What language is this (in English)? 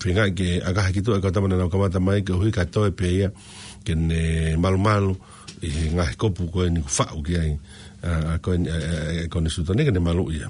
Tongan